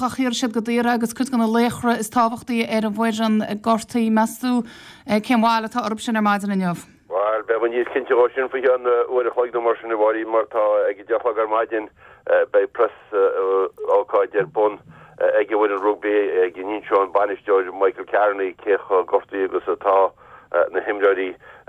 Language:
Irish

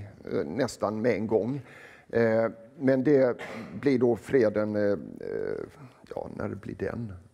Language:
Swedish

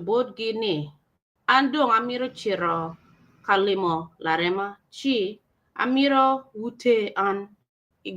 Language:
Acoli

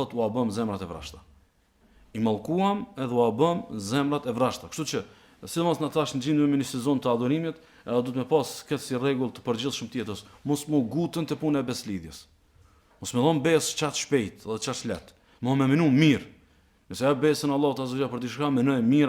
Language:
Albanian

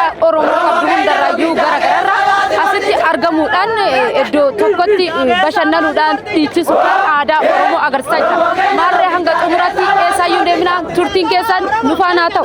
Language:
Oromo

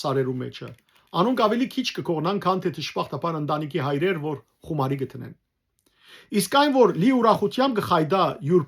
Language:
Western Armenian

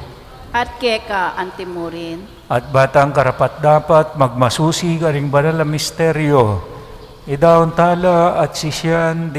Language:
Pampanga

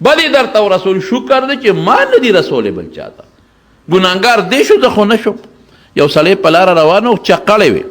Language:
Pashto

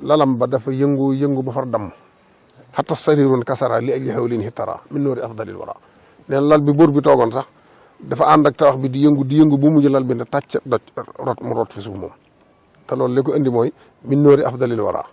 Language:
Wolof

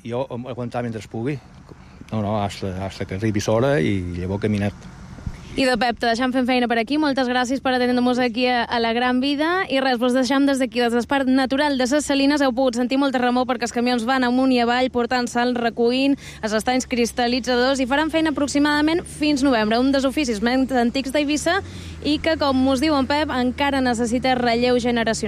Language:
Catalan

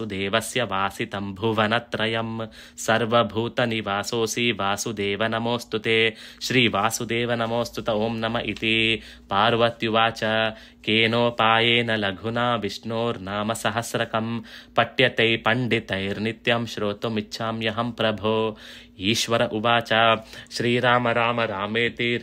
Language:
Sanskrit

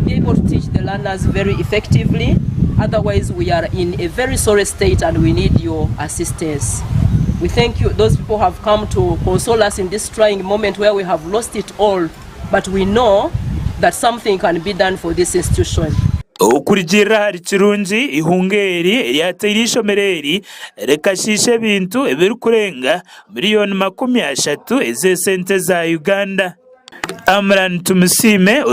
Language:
Nyankole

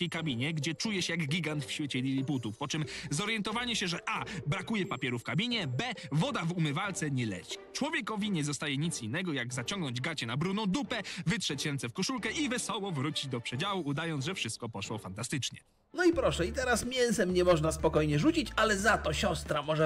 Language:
Polish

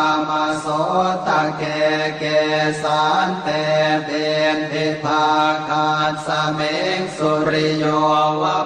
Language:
Pali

